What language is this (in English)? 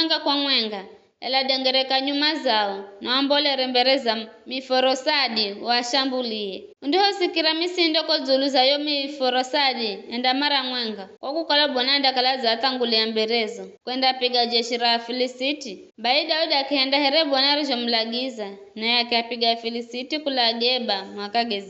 Giryama